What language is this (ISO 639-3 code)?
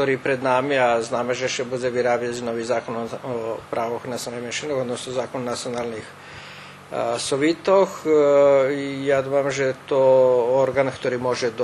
rue